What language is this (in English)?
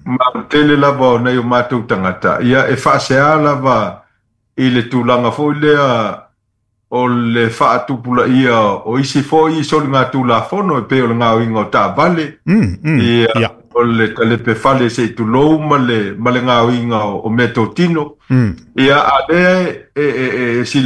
Samoan